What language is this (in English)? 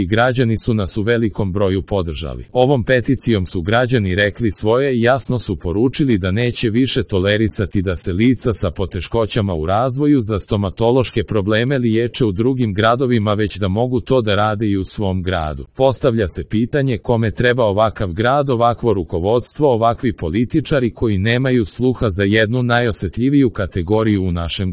Croatian